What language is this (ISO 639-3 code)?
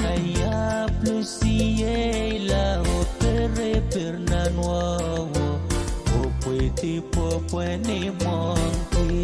pon